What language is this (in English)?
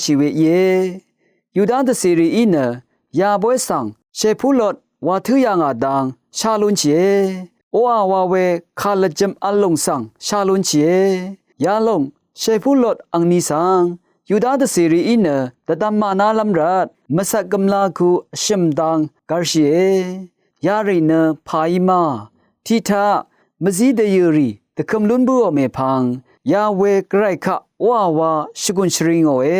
Rawang